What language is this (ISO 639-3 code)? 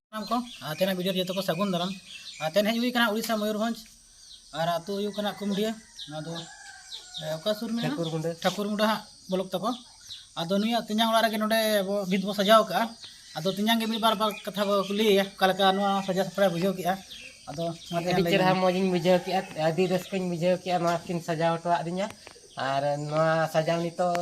sat